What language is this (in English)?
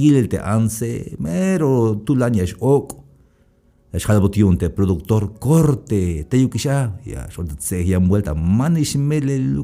Tzeltal